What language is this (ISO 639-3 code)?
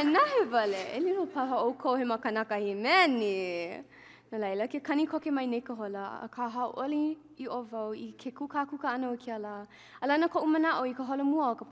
haw